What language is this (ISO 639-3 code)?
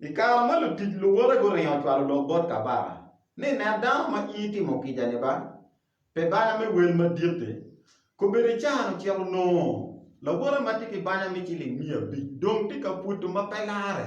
ach